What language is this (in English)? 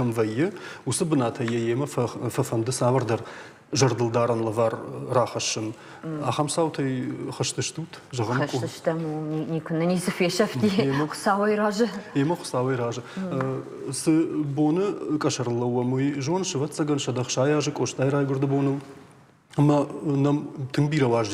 Ossetic